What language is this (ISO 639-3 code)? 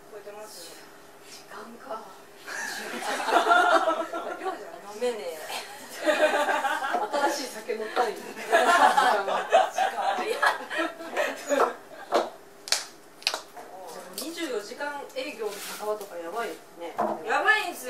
jpn